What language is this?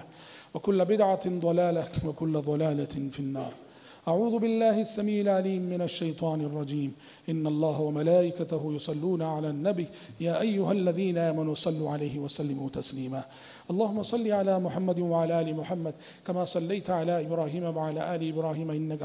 Urdu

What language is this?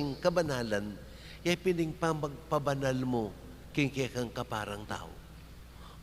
Pampanga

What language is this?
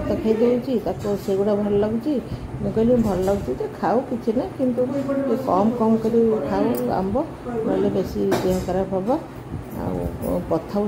Odia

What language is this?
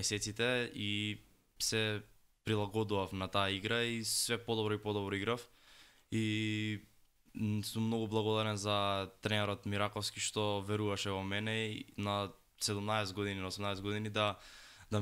Macedonian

